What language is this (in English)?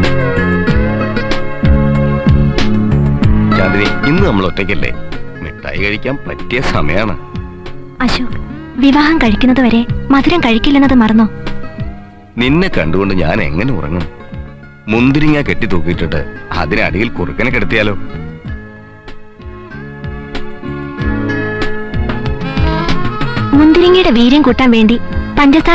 Malayalam